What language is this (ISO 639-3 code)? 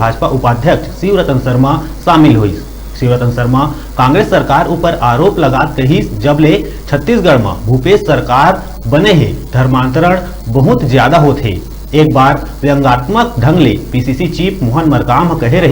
hne